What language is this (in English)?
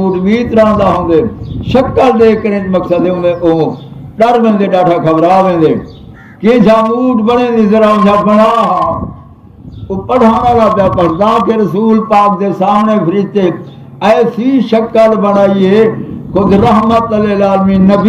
Saraiki